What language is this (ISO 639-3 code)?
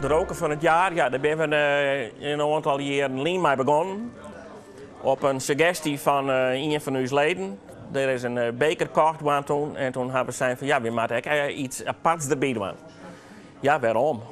fry